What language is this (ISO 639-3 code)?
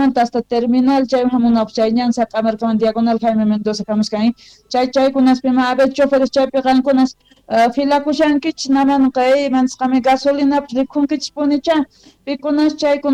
quh